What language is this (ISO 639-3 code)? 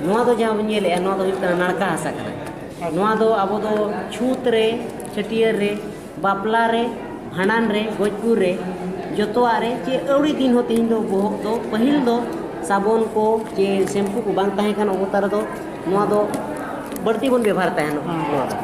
sat